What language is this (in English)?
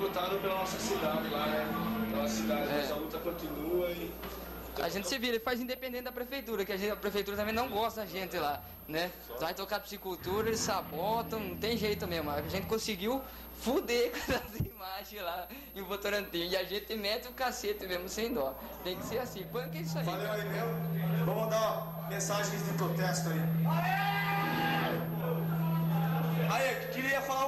Portuguese